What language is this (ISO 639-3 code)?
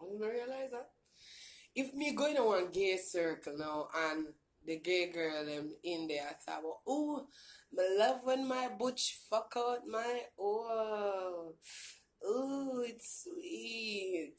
jam